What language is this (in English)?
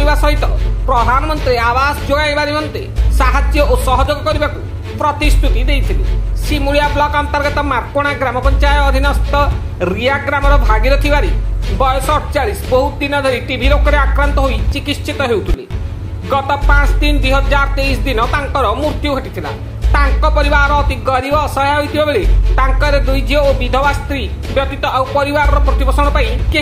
Odia